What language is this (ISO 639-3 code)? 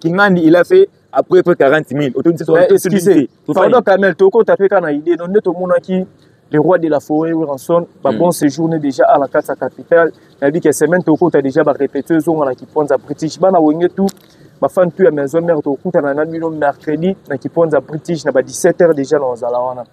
lin